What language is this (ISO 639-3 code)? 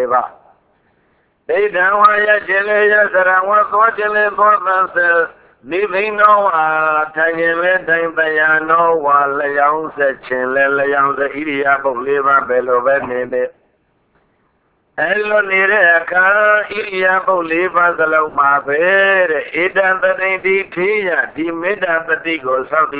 mya